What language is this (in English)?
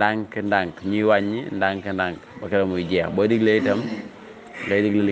Wolof